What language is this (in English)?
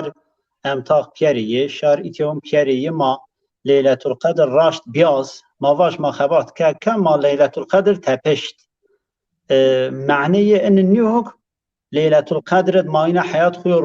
Zaza